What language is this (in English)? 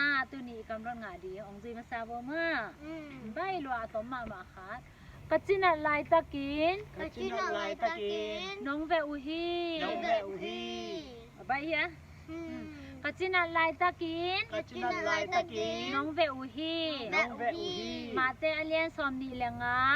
Tedim Chin